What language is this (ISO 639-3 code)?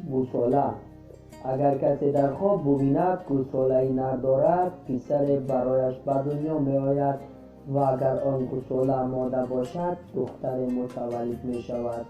tgk